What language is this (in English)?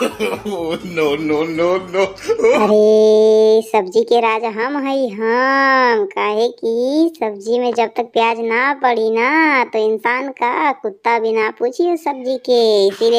Bhojpuri